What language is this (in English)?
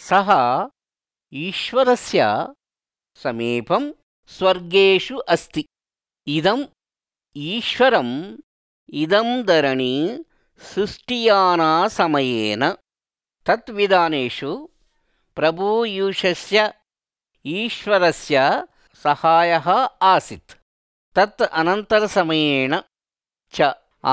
Sanskrit